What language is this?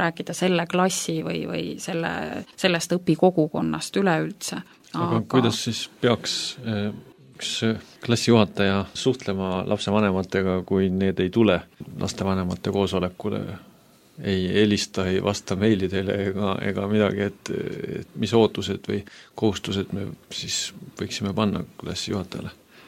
Estonian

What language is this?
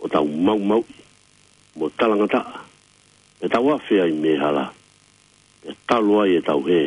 Tongan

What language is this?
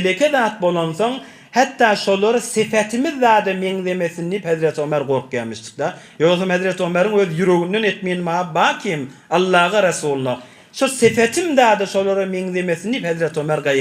Turkmen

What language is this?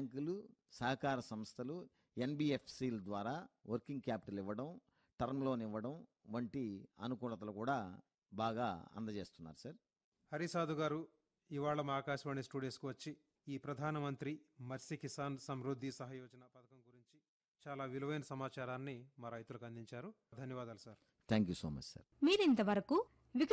Telugu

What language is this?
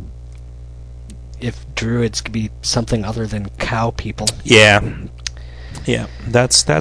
English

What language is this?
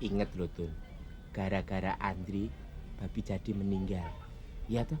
Betawi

